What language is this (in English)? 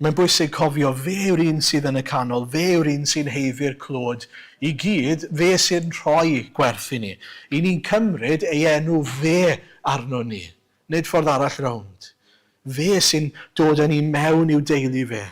Welsh